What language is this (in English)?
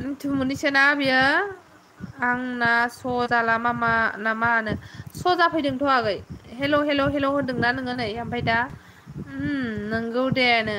Bodo